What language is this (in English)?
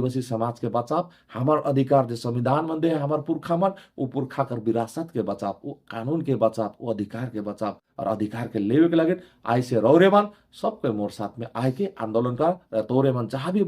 Sadri